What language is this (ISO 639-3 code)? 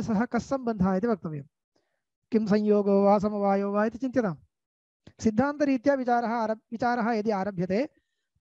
san